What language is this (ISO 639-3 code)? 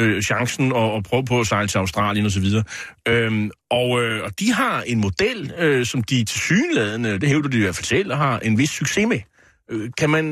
dan